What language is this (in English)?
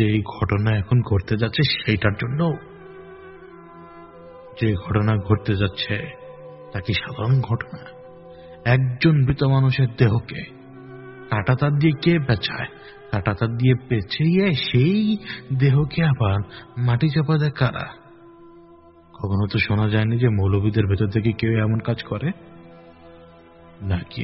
Bangla